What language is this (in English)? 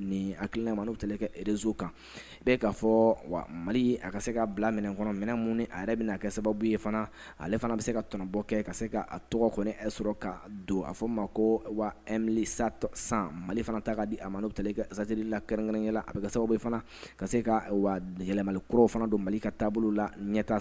Bambara